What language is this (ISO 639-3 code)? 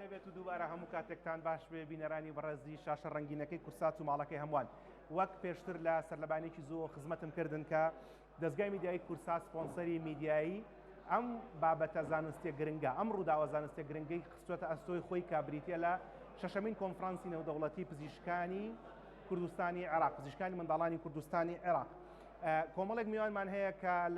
ckb